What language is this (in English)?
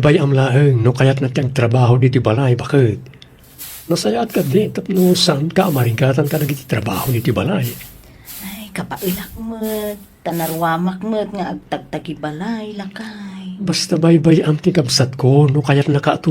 Iloko